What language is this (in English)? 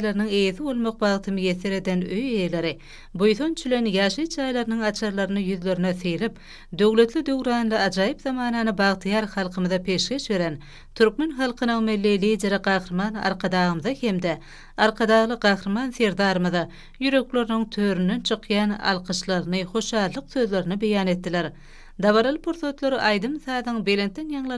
Turkmen